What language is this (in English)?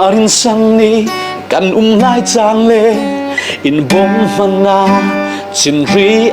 Falam Chin